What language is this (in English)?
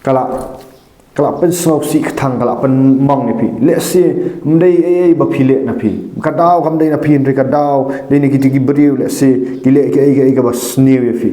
Khasi